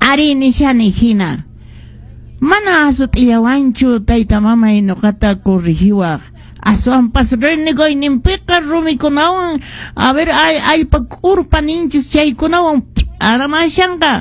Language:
Quechua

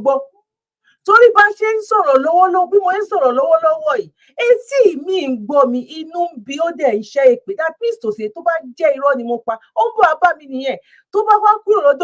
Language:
Yoruba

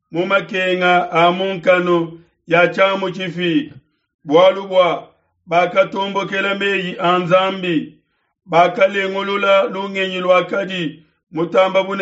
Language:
Luba-Lulua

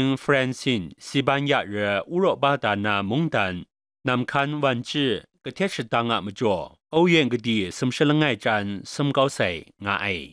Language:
Kachin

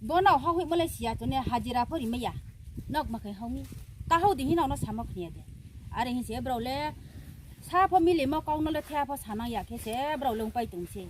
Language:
Riang (India)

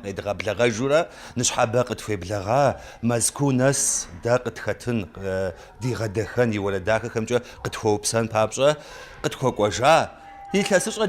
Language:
Kabardian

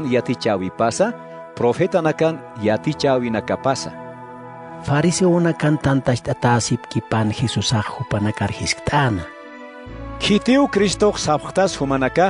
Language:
Aymara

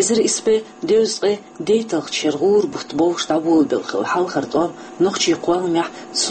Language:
Chechen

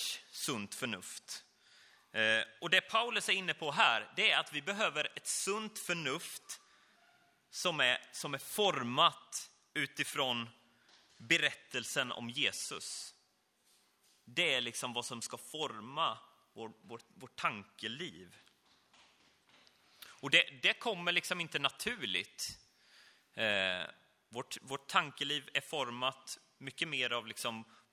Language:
Swedish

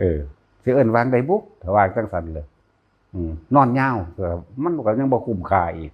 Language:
Northeastern Thai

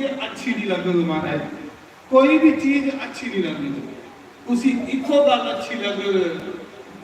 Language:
Dogri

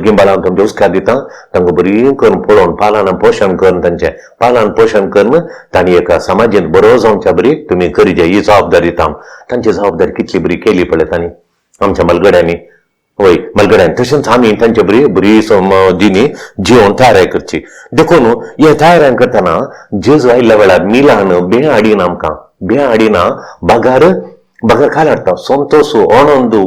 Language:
Konkani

